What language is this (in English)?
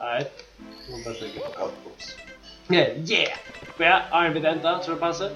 Faroese